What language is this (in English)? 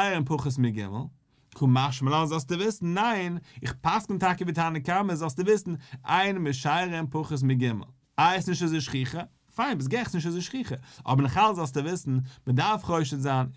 Yiddish